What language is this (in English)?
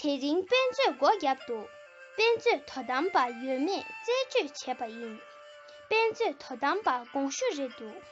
Tibetan